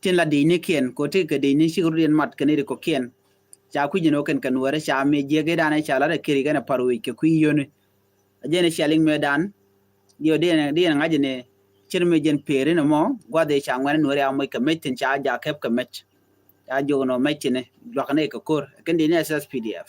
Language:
Nuer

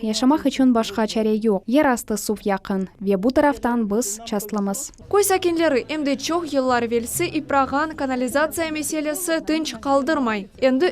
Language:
Crimean Tatar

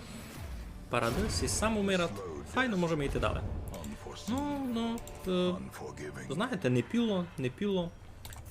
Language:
Rusyn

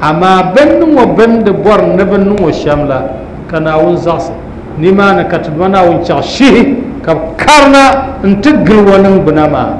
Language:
Dagbani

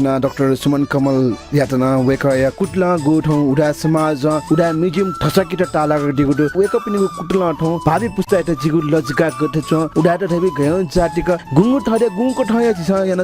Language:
Newari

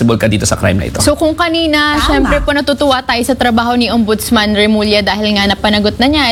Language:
Filipino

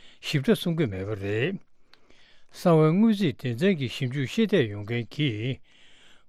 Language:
Tibetan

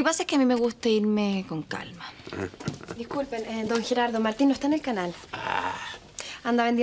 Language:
Spanish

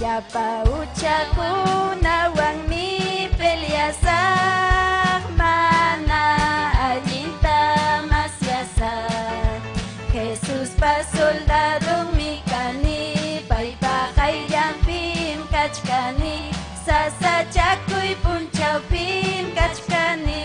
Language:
Ayacucho Quechua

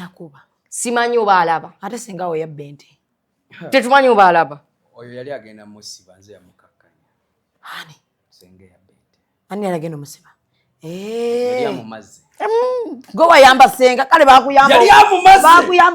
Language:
Ganda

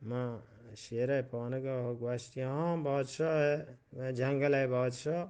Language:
Eastern Balochi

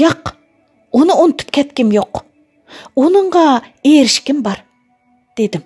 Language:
Uyghur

